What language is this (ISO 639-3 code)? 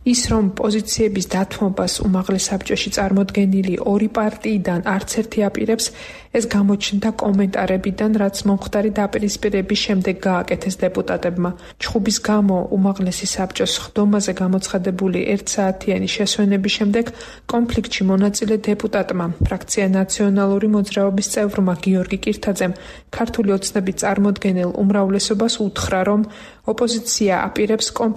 kat